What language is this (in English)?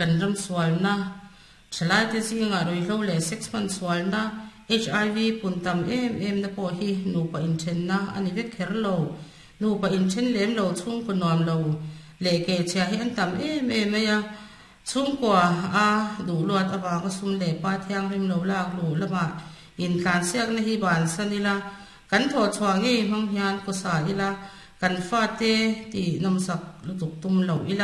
Mizo